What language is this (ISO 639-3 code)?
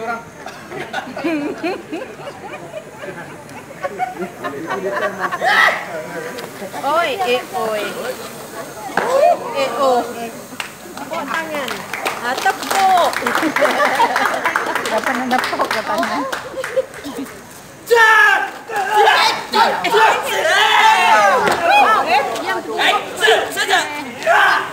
msa